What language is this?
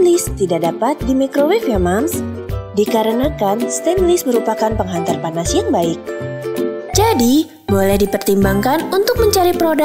Indonesian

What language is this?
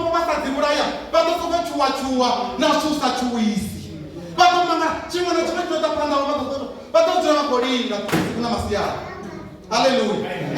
Venda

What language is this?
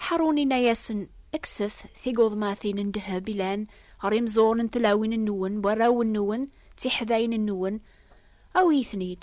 Kabyle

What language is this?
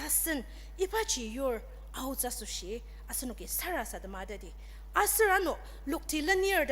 Ao Naga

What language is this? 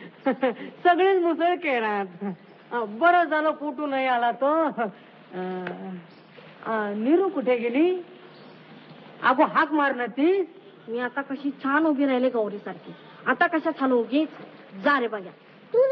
Marathi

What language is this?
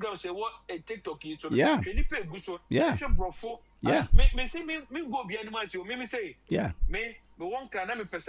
Akan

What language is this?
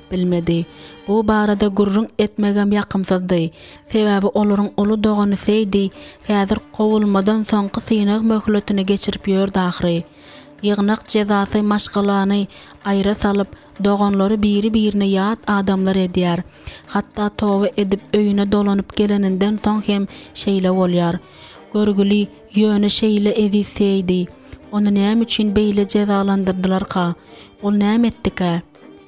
Turkmen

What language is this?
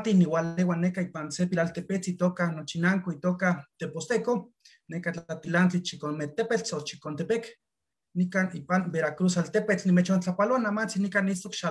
Eastern Huasteca Nahuatl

